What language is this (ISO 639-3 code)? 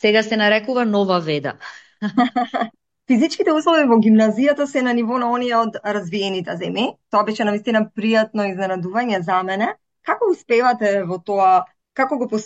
mkd